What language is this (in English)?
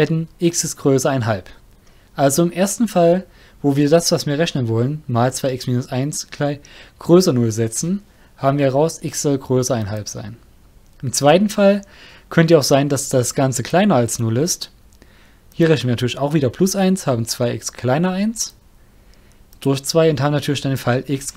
German